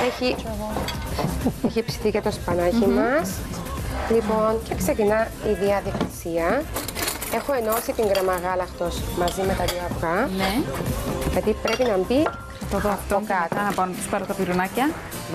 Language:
Greek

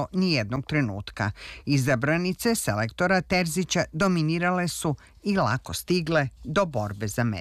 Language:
Serbian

